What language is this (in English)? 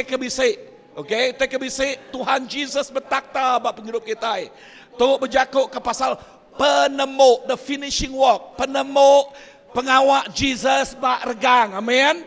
Iban